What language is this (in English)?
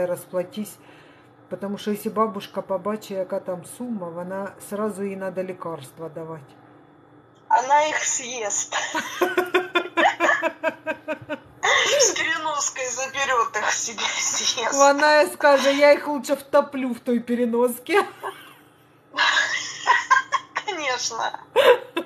Russian